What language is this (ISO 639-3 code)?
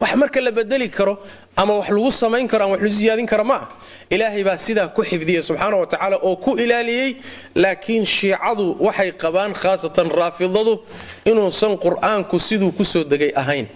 som